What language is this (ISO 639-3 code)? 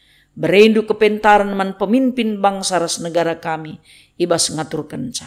btx